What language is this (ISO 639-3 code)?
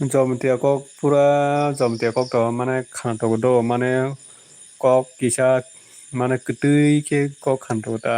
trp